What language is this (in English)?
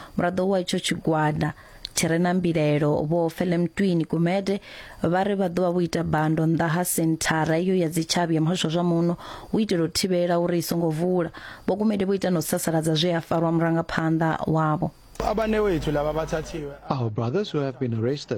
Venda